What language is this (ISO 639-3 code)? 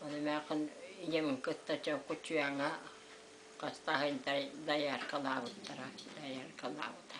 sah